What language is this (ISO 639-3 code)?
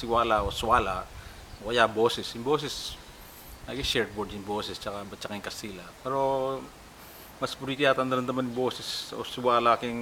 pam